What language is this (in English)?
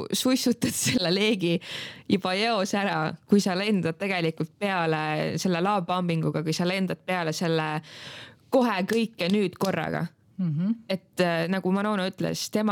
Estonian